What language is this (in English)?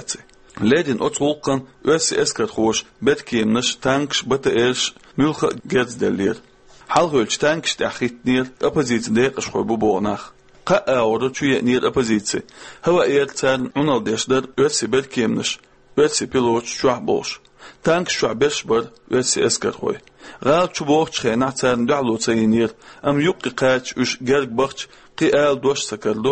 Chechen